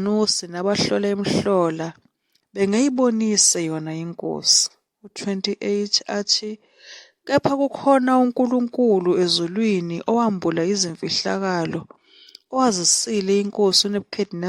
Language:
Zulu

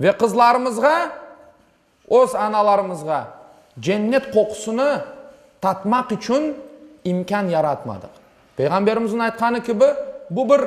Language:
Crimean Tatar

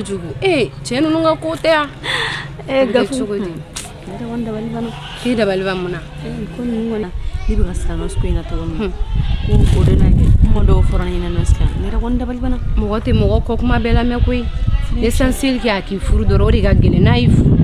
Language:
Bambara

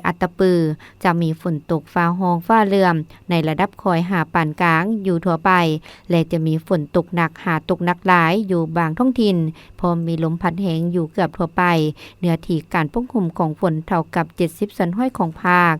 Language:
Lao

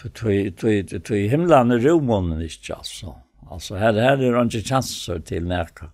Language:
Faroese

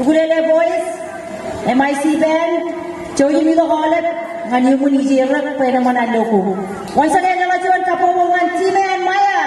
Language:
Marshallese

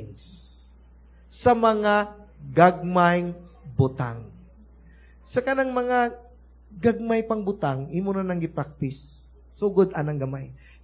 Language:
Cebuano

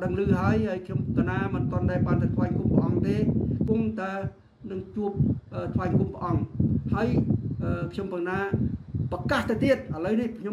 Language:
Khmer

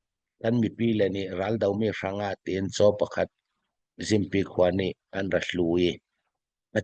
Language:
Falam Chin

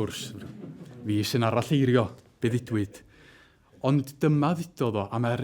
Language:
Welsh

